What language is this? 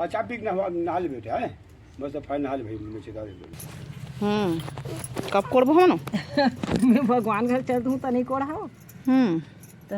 Chhattisgarhi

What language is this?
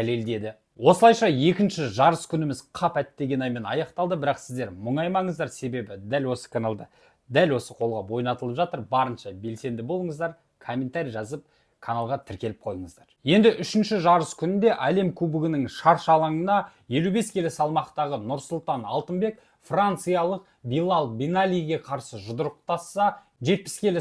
Kazakh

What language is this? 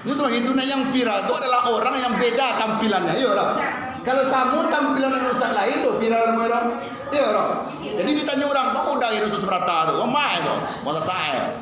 Minangkabau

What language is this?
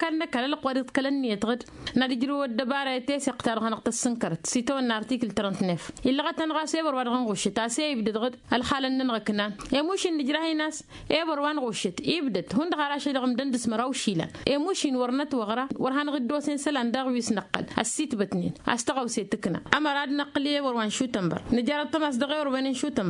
Tamasheq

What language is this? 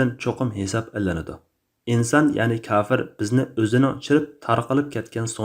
Uyghur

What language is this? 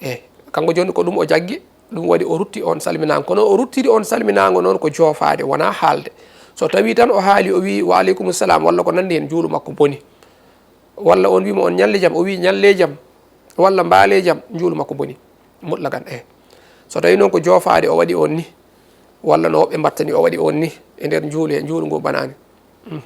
Fula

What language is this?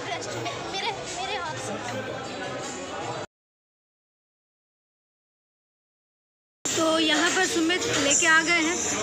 Hindi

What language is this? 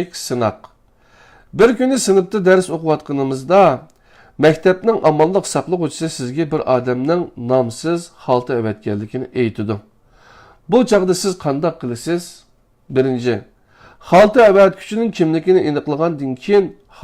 Uyghur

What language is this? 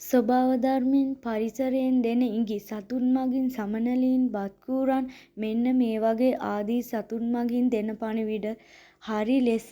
Sinhala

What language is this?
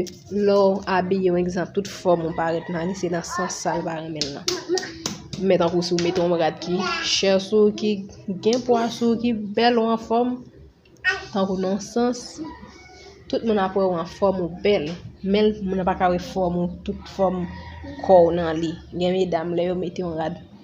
Haitian Creole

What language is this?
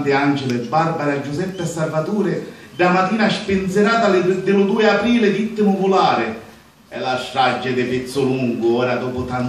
Sicilian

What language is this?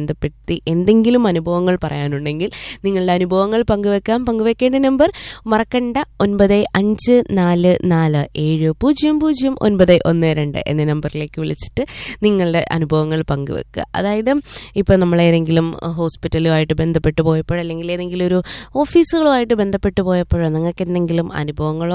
Malayalam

